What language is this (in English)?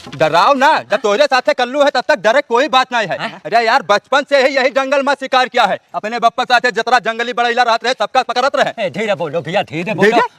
Awadhi